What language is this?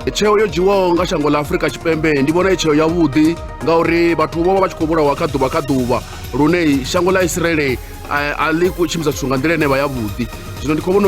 Venda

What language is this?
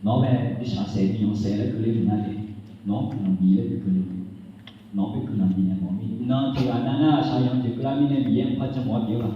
Akha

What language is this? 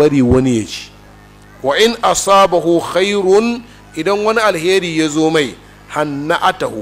Hausa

